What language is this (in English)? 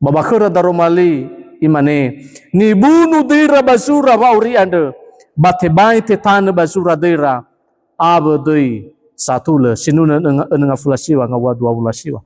Nias